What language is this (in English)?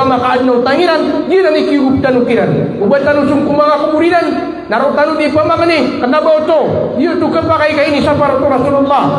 Maranao